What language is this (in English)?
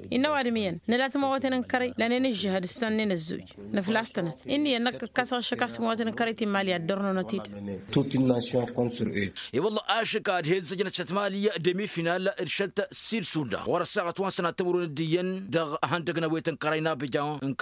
Tamasheq